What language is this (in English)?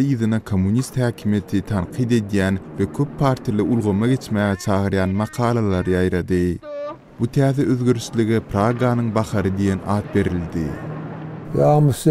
Turkmen